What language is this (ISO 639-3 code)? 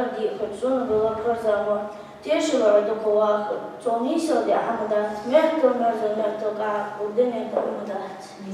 inh